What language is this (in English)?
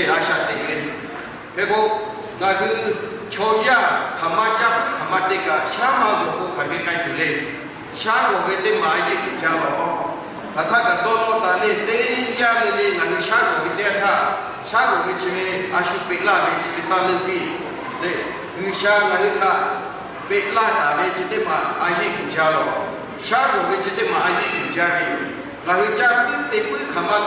Lahu